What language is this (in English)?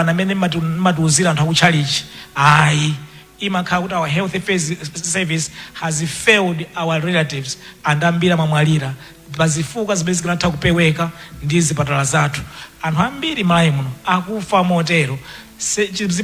Nyanja